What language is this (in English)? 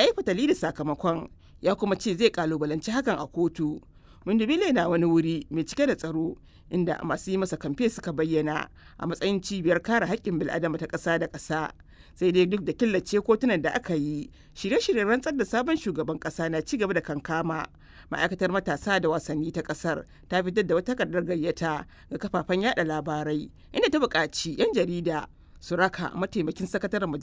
Hausa